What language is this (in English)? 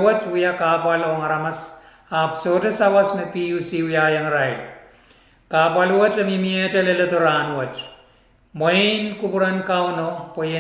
Pohnpeian